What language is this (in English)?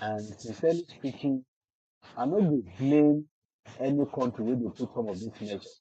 Nigerian Pidgin